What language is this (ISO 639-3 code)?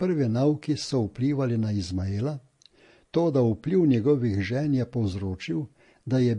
slv